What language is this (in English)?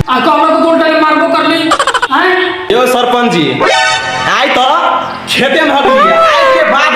Maithili